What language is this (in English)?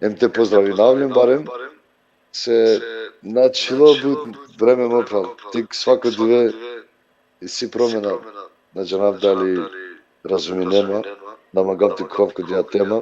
Balkan Romani